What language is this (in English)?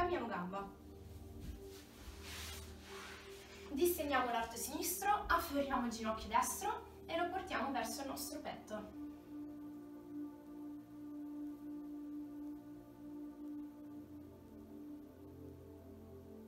Italian